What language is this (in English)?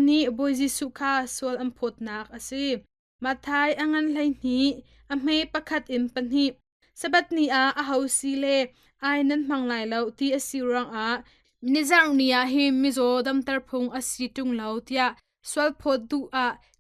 Hakha Chin